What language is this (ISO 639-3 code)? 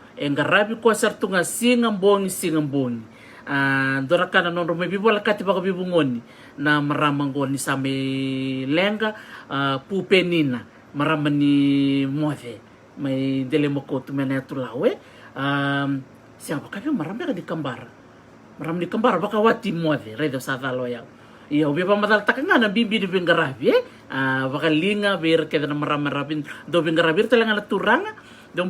fij